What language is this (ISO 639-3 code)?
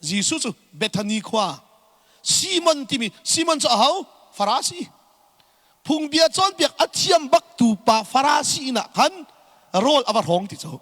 cnh